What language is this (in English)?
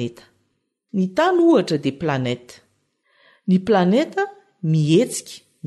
Malagasy